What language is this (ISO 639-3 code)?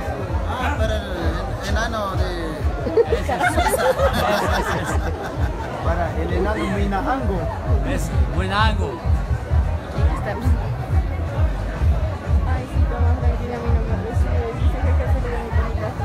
spa